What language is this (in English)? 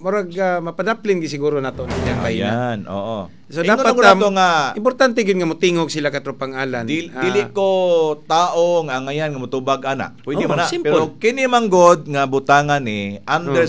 Cebuano